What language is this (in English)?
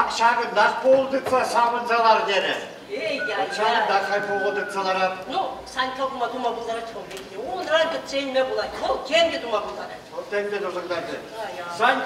Chuvash